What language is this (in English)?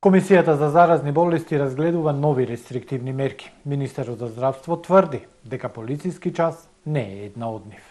Macedonian